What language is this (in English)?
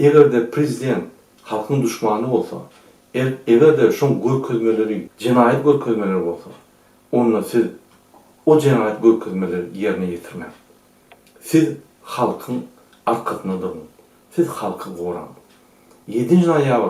Turkmen